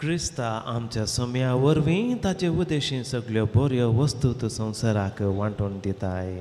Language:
Konkani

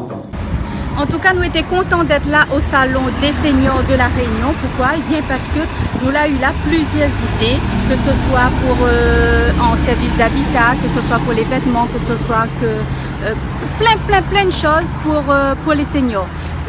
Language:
Réunion Creole French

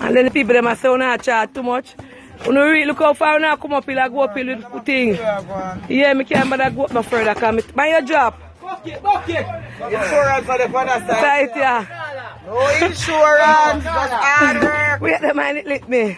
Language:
Jamaican Creole English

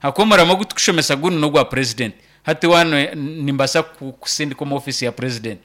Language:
Nyankole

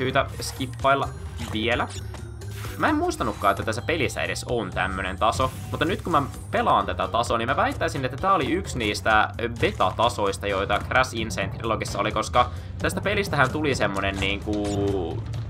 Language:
Finnish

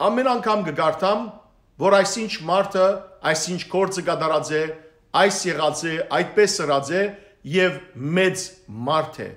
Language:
Western Armenian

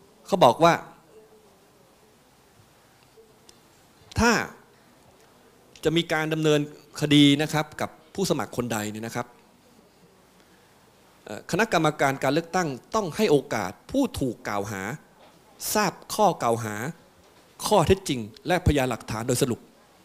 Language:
Thai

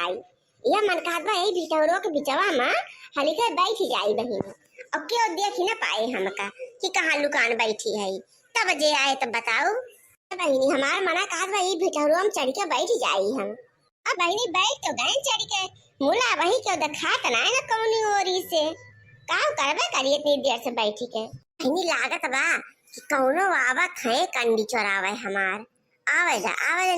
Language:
Awadhi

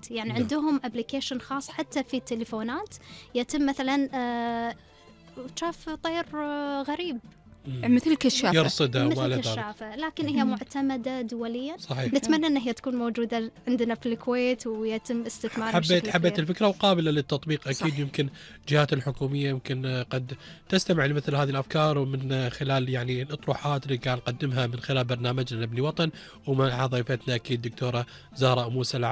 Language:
Gulf Arabic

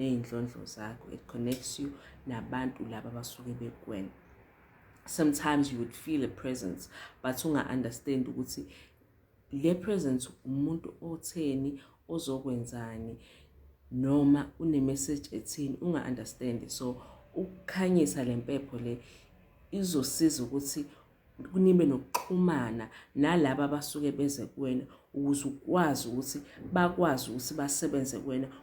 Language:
Zulu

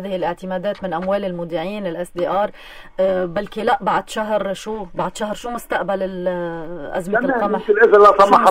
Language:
North Levantine Arabic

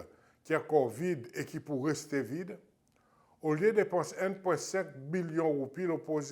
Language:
Seselwa Creole French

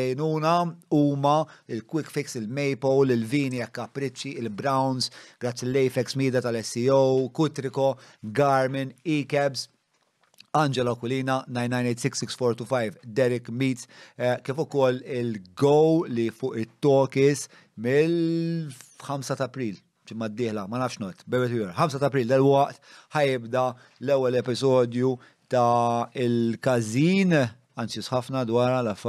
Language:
Maltese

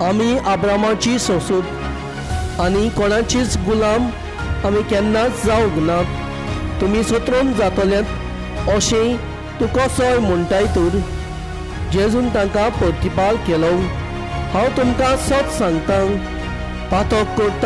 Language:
Konkani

